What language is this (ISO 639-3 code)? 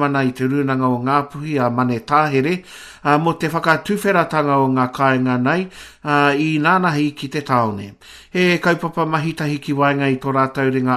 mri